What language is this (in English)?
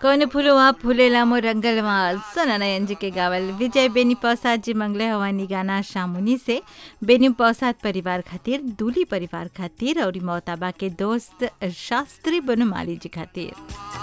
Bhojpuri